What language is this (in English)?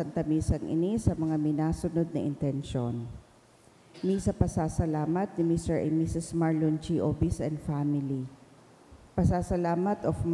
Bikol